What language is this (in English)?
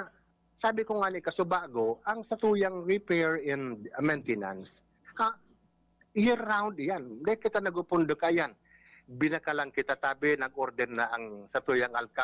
Bikol